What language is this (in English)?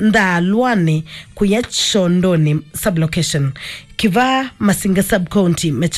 Kamba